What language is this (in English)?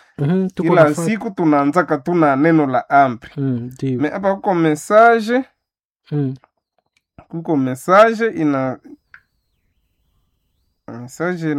Swahili